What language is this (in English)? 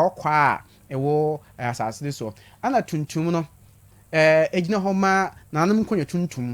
Akan